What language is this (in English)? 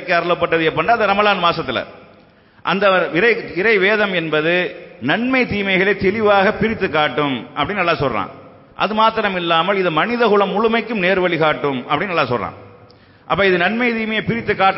Tamil